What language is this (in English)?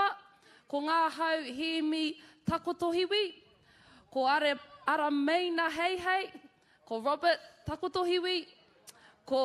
Māori